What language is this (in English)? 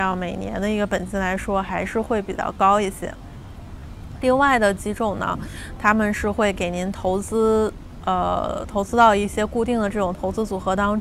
Chinese